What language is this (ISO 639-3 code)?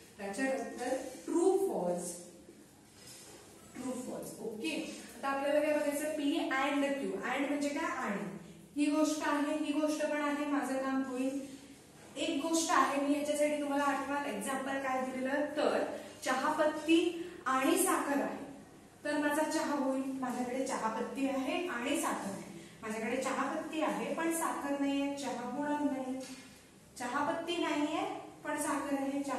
mar